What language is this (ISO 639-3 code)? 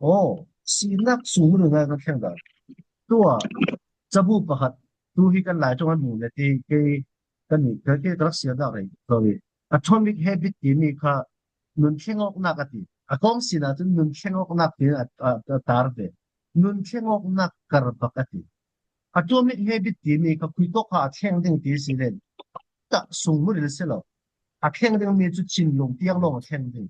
cfm